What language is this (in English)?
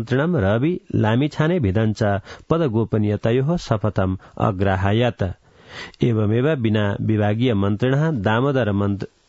Sanskrit